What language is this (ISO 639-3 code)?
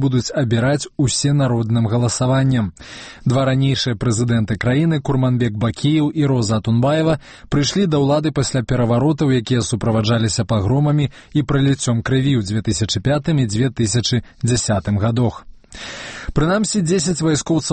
bel